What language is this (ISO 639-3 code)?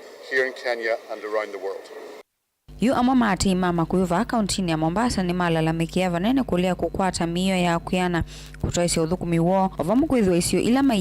kam